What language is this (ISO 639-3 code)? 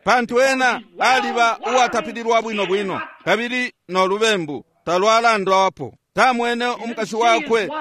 bem